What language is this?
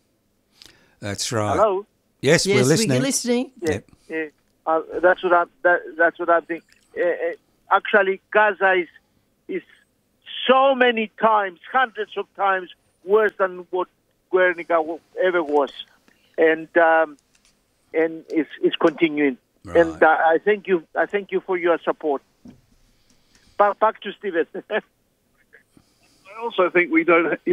English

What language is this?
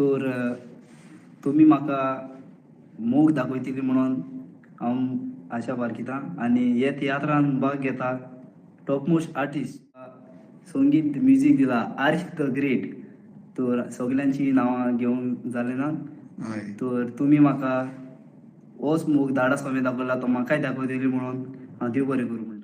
Konkani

